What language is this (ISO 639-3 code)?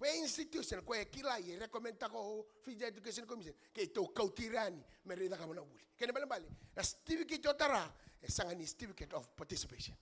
fij